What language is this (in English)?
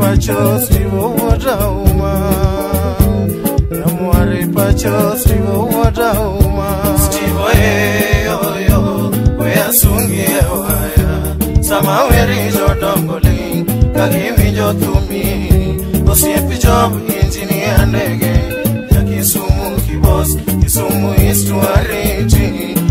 Luo (Kenya and Tanzania)